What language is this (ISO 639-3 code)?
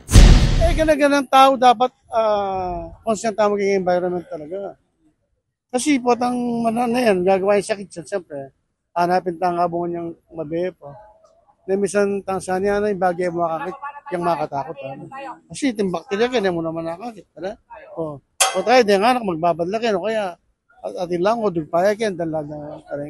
pam